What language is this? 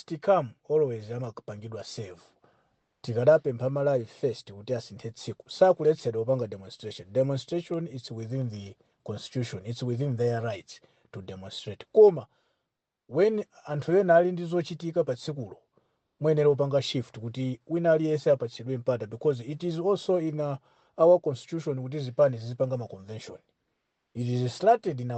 Nyanja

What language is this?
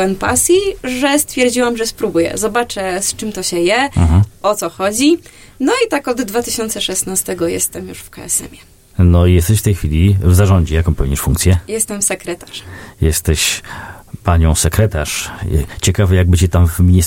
Polish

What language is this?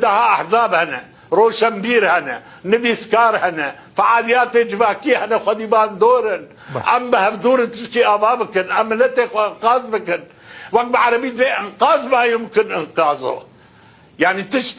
Kurdish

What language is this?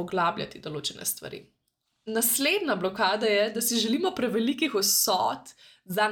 Slovenian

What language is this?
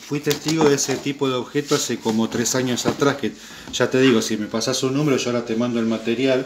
Spanish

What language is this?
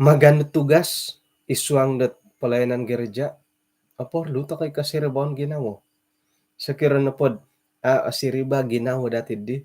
Central Dusun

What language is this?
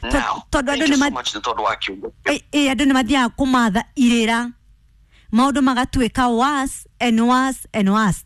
Kikuyu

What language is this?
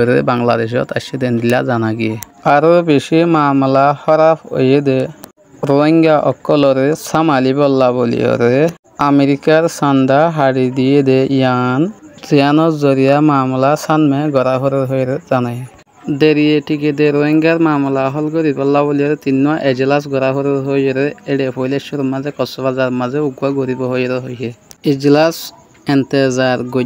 Rohingya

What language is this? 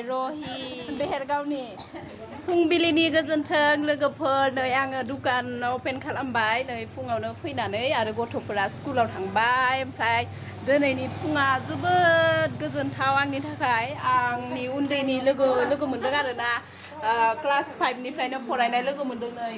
Bodo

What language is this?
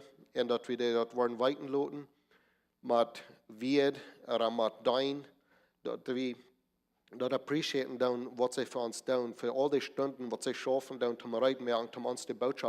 Plautdietsch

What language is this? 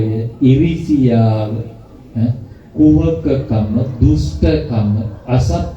Sinhala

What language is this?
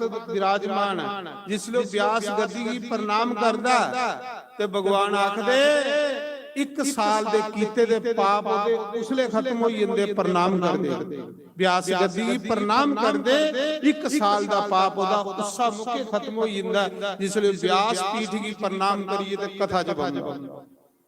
Dogri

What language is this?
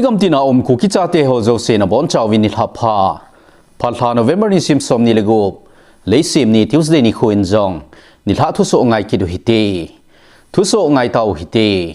Thado Chin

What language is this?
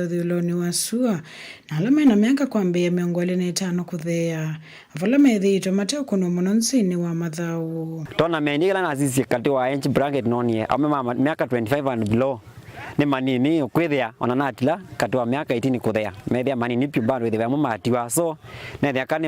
Kamba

